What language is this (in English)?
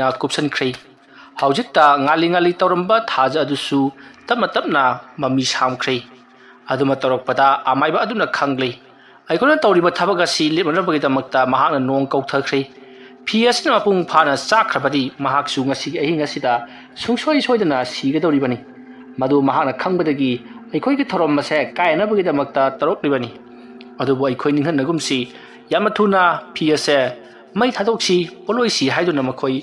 Manipuri